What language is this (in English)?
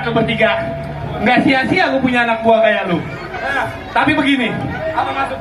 Betawi